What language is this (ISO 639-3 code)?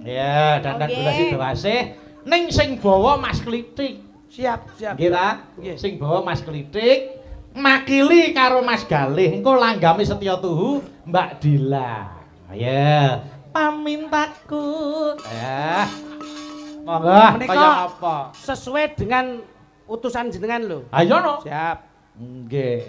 jav